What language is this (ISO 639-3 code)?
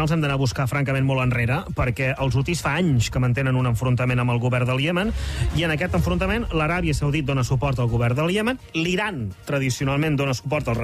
cat